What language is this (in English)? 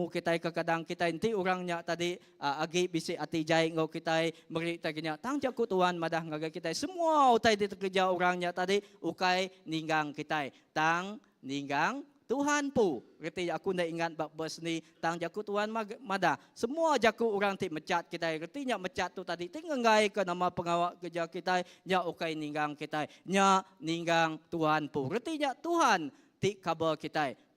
Iban